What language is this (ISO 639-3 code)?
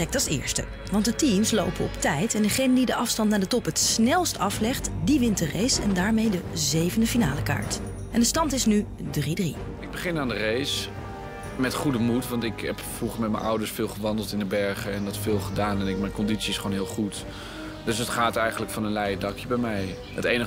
nld